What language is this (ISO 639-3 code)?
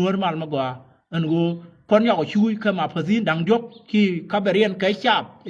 nus